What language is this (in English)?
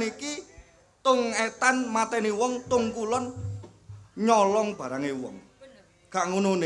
Javanese